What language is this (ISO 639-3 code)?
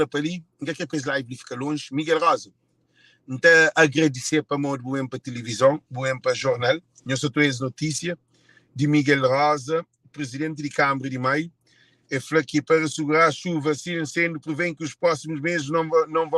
kea